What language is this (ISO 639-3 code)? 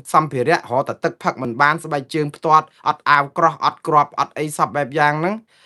khm